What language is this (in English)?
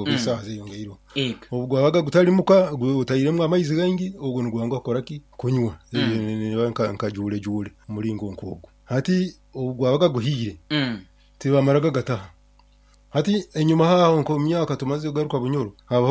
Nyoro